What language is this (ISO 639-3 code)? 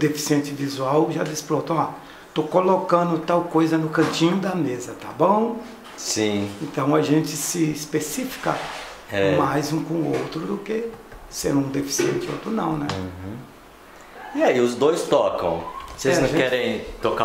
por